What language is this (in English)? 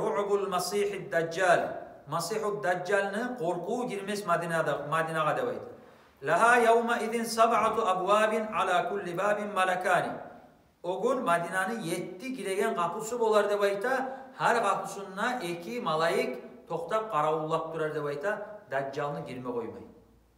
Kumyk